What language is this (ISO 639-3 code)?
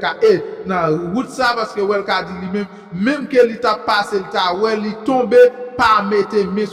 hat